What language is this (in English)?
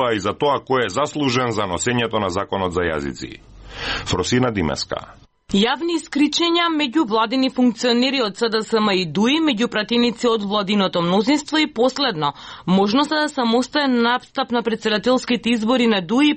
Macedonian